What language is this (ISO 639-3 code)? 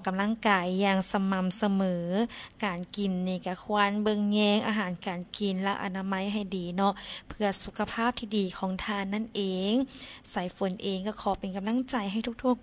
lao